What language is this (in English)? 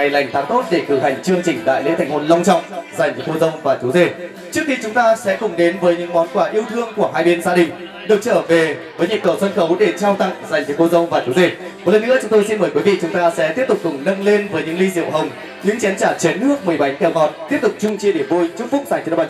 Vietnamese